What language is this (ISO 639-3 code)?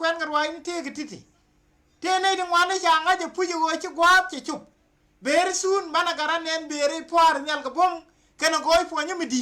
nus